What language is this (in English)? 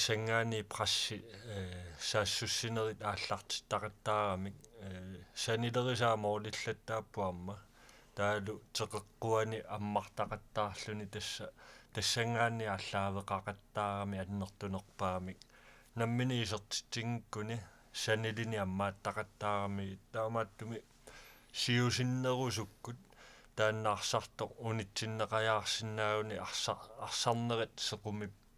Kalaallisut